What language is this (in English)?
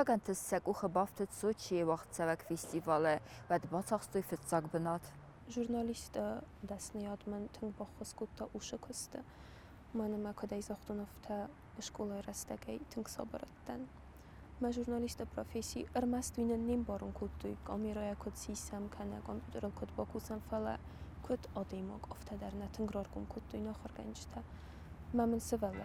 Ossetic